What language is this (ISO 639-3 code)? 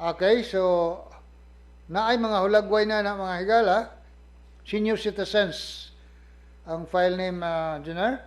ceb